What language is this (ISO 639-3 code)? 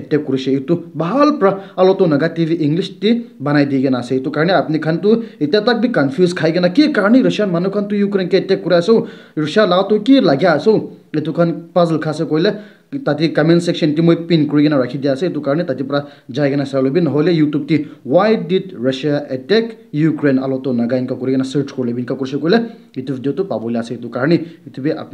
nag